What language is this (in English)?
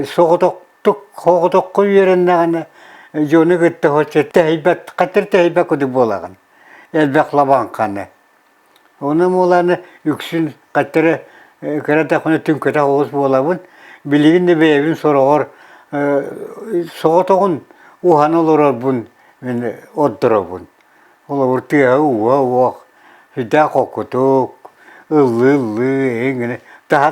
Yakut